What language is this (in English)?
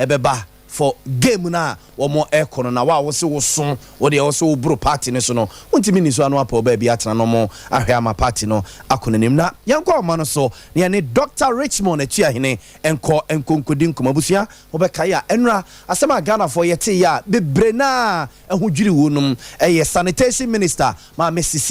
Akan